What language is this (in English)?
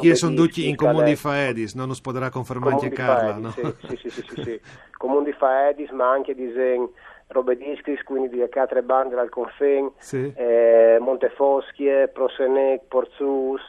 Friulian